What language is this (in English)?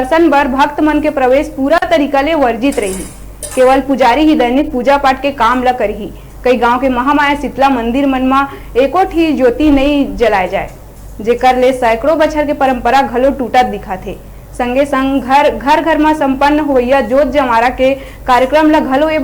Chhattisgarhi